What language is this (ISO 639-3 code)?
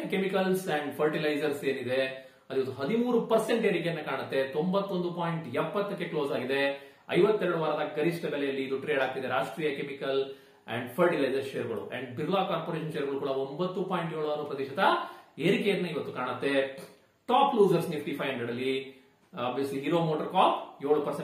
kan